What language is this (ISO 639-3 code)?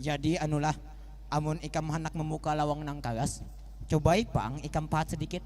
bjn